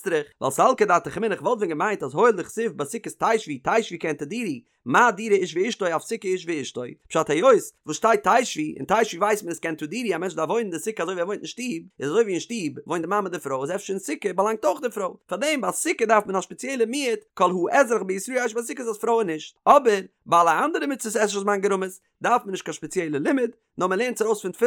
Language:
Yiddish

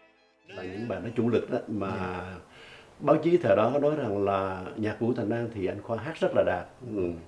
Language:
Vietnamese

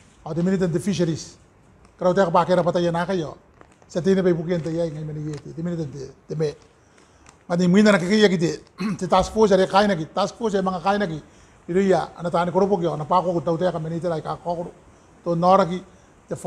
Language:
Gilbertese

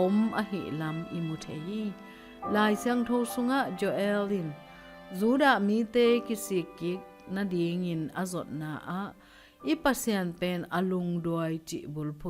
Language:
Tedim Chin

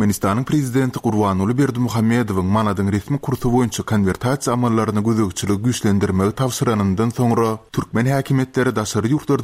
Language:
Turkmen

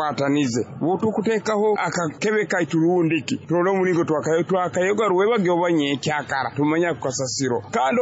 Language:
Nyoro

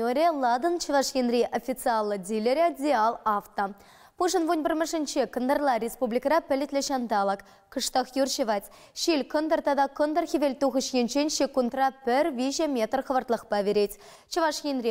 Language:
Chuvash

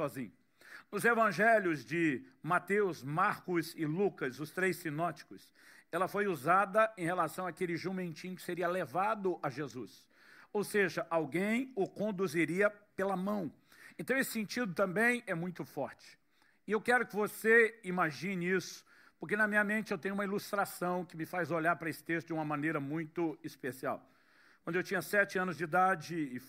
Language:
Portuguese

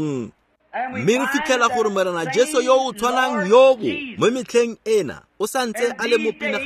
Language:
Tswana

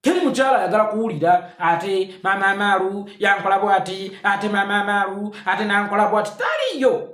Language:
Ganda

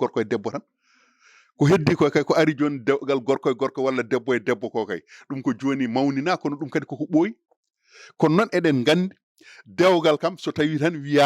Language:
Fula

